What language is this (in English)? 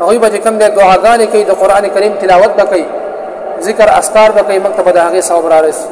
Pashto